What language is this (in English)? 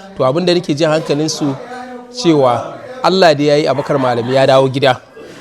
Hausa